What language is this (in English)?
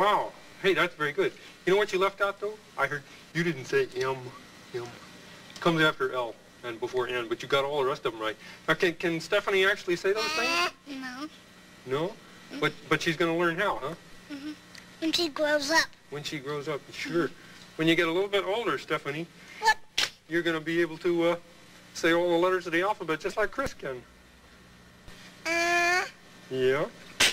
English